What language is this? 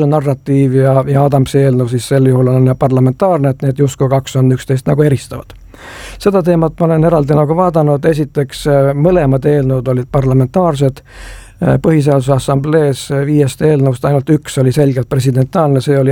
Estonian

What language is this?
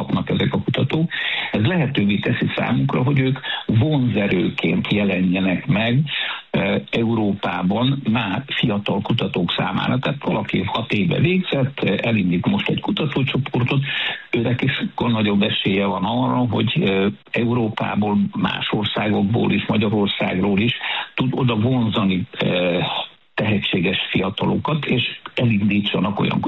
Hungarian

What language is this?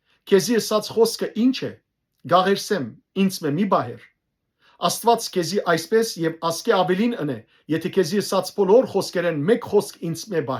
Western Armenian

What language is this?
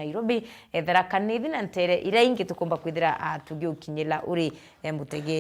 Meru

